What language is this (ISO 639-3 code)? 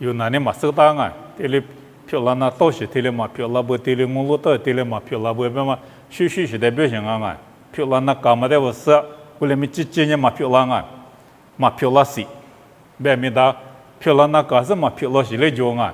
lis